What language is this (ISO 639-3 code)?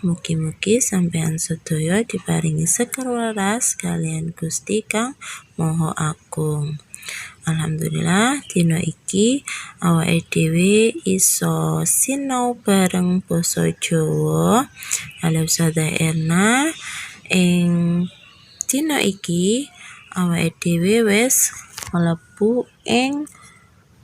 jav